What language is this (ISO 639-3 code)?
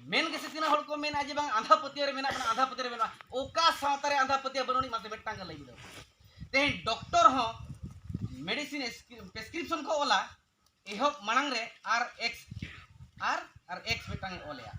sat